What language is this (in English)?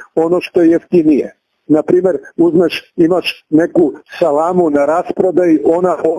Serbian